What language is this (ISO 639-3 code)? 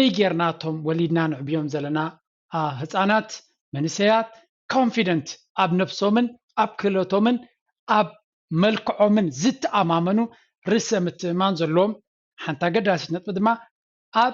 tir